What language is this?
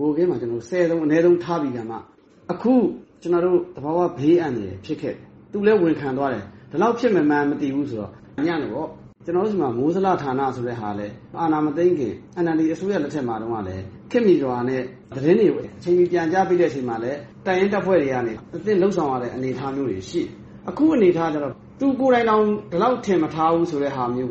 Burmese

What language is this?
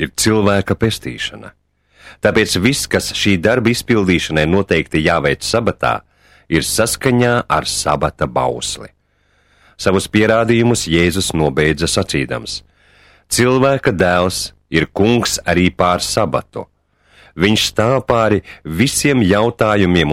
Latvian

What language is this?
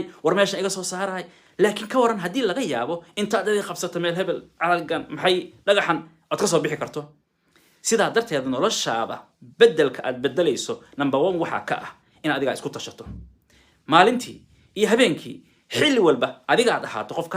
Somali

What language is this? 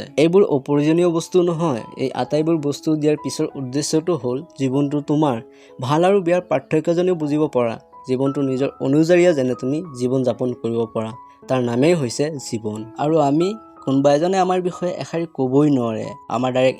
Assamese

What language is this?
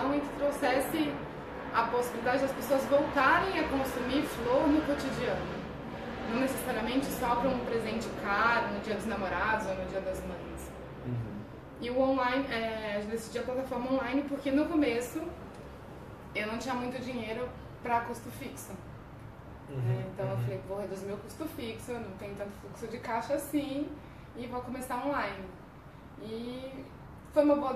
Portuguese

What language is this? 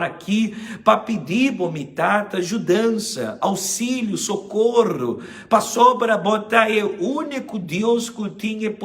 Papiamento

